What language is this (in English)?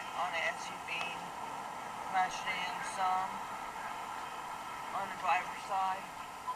English